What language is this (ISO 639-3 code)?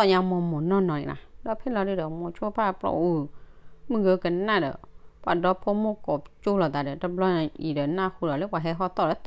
ksw